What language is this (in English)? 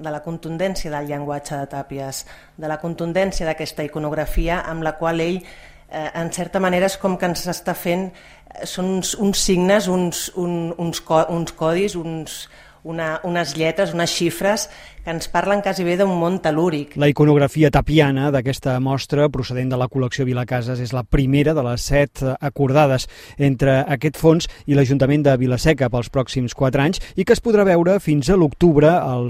Catalan